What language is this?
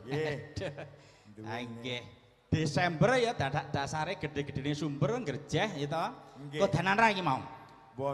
Javanese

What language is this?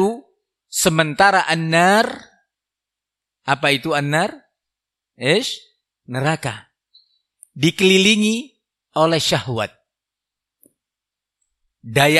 Indonesian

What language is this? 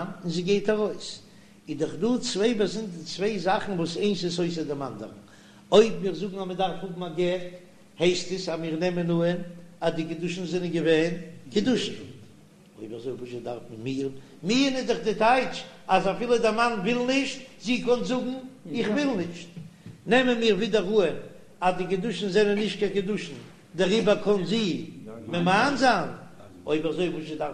Yiddish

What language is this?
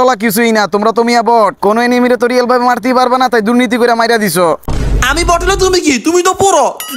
Bangla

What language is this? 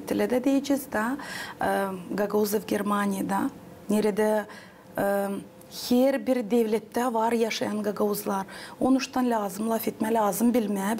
Gagauz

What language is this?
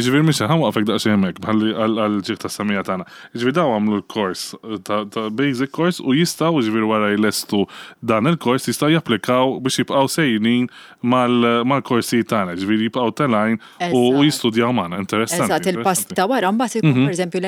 Maltese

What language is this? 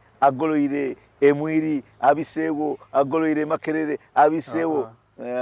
Soga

